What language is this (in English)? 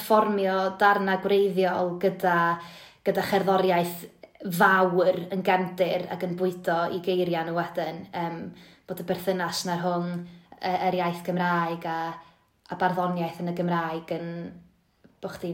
Welsh